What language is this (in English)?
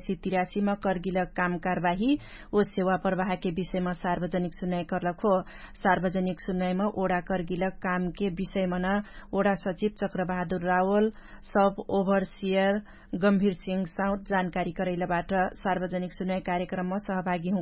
Dangaura Tharu